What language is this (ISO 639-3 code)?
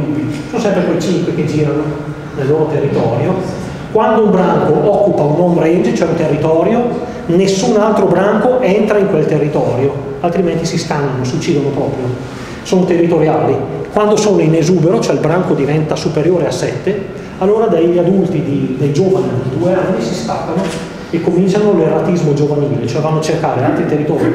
ita